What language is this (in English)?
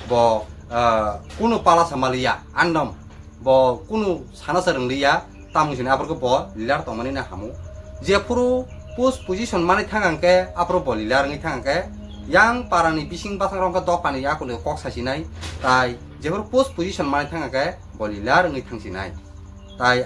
Kok Borok